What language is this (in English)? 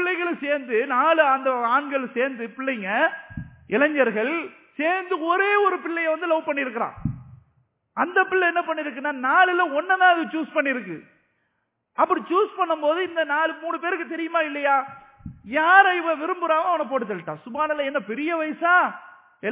Tamil